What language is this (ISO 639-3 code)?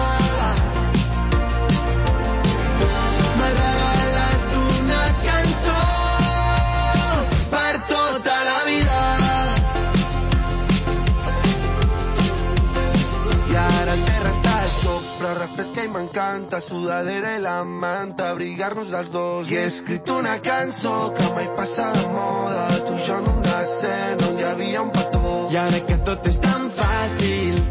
cat